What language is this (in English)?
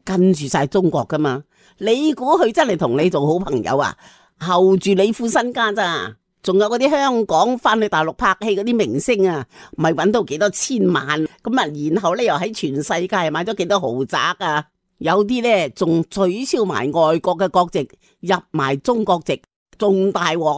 Cantonese